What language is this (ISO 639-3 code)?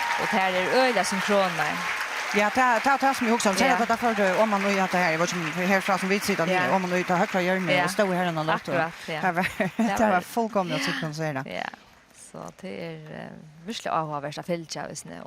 fao